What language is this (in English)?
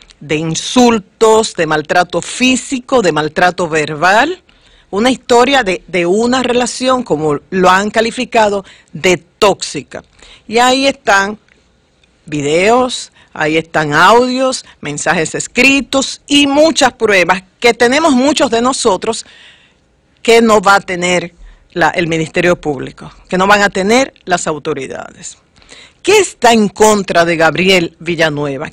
Spanish